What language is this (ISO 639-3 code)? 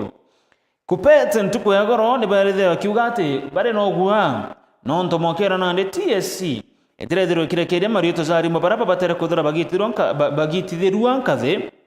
mer